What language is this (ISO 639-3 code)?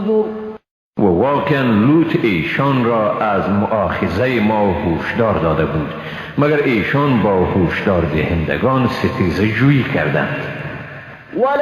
fas